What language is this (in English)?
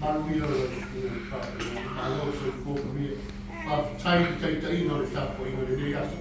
Samoan